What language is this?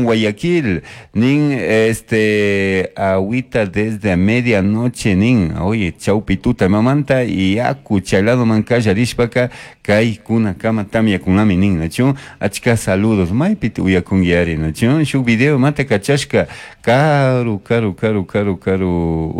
Chimborazo Highland Quichua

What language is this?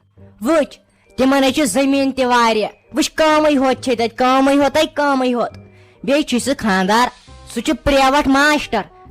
Kashmiri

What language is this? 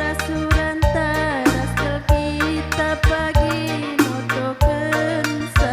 Batak Karo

